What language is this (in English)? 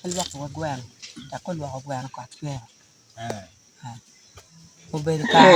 Acoli